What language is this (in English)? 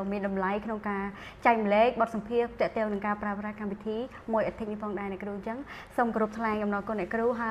Khmer